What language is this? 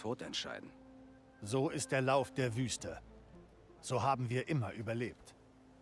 Bavarian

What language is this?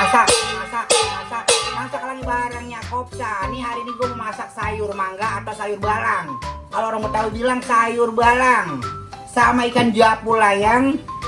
Betawi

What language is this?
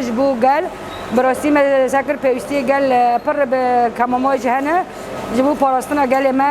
Kurdish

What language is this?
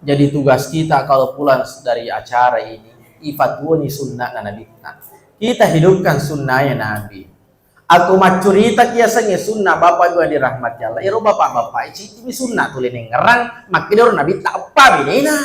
Buginese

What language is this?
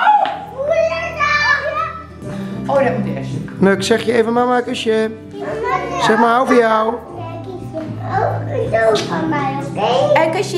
Dutch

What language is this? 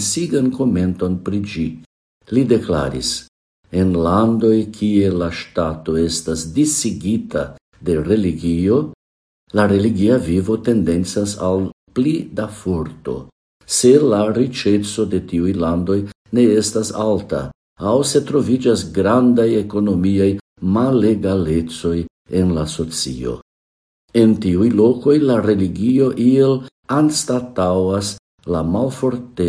Esperanto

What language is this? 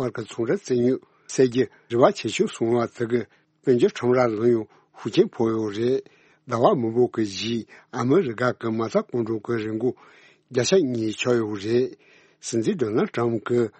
Tibetan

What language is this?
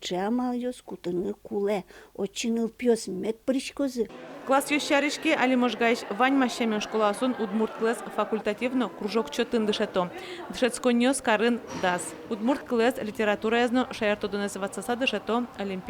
Udmurt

